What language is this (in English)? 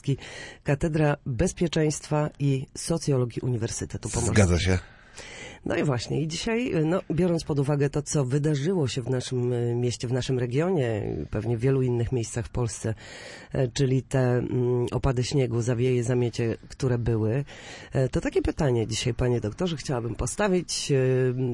Polish